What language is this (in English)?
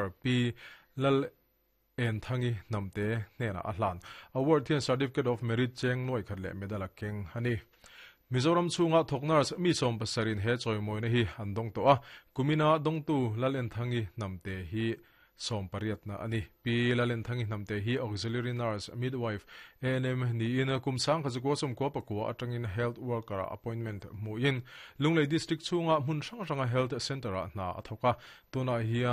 Mizo